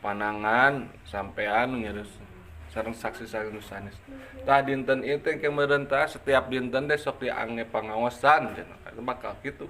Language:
Sundanese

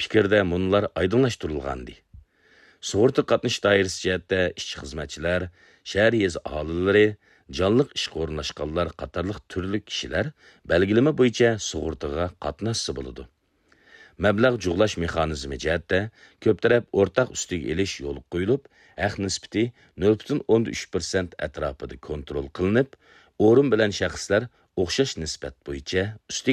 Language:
Uyghur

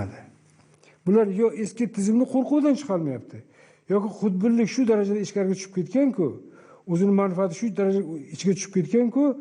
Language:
Uzbek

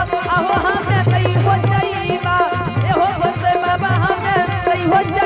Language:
Maithili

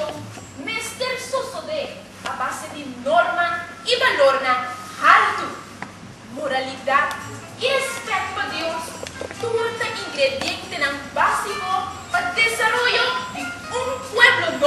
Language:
Papiamento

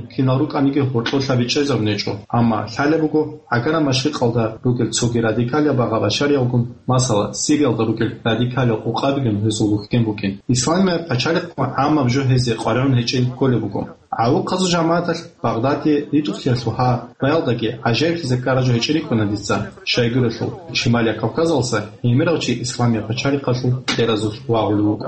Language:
Avaric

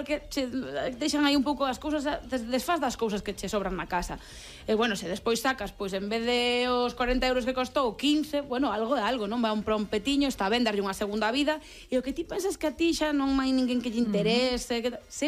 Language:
Galician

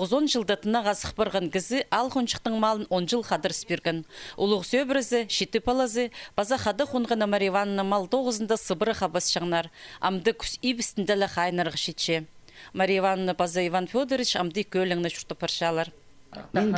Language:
Khakas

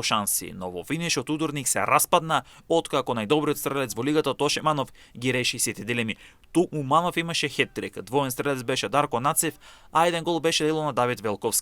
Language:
Macedonian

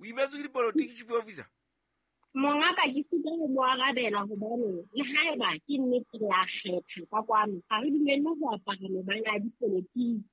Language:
Southern Sotho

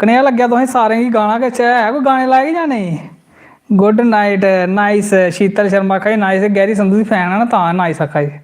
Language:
Dogri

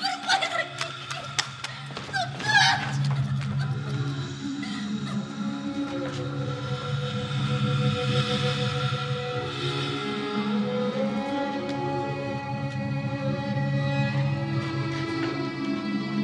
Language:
Tatar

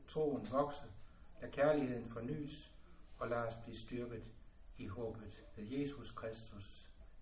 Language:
Danish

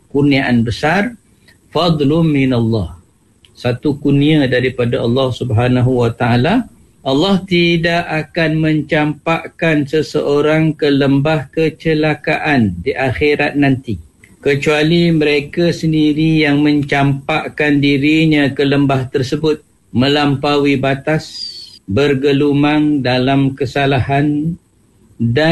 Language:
Malay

